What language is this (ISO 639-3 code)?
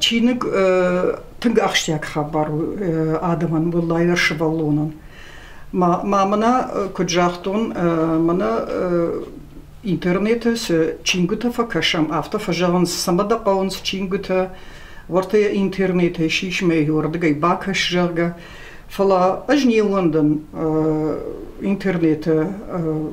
oss